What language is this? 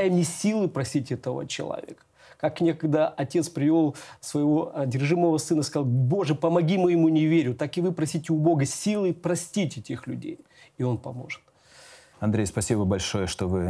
Russian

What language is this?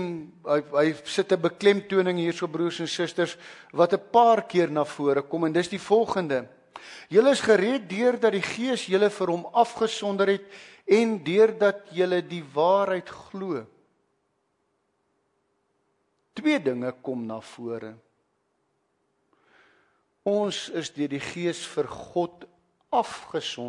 Afrikaans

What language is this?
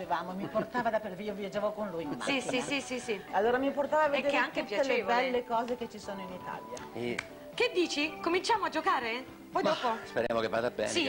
Italian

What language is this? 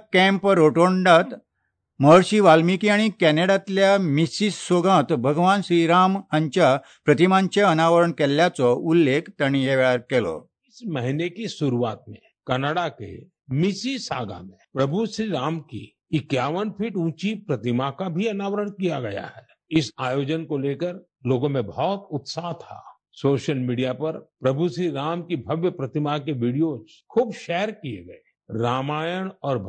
Konkani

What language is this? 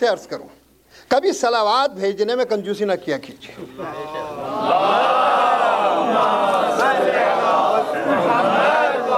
Urdu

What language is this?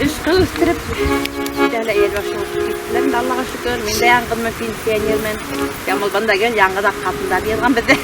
Bashkir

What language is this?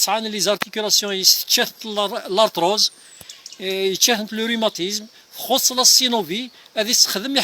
Kabyle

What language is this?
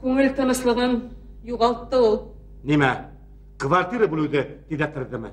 Bashkir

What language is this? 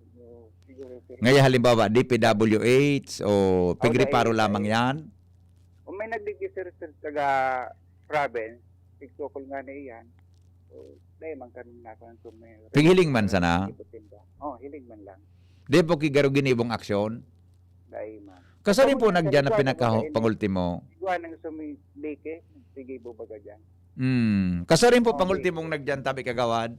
Bikol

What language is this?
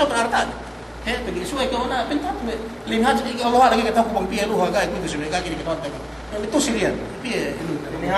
Yakan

